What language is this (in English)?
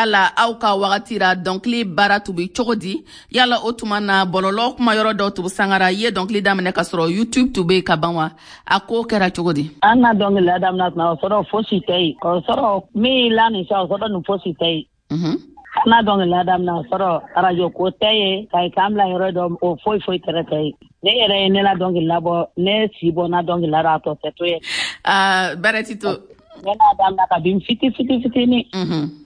Bambara